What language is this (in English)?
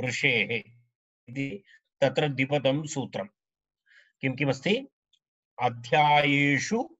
Sanskrit